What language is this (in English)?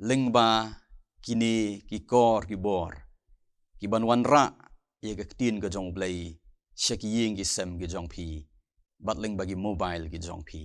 Khasi